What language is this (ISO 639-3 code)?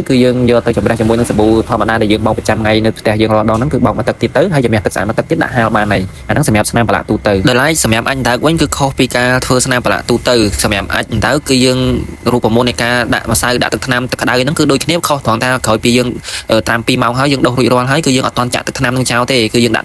khm